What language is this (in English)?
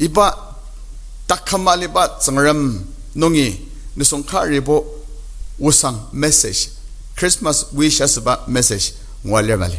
Ao Naga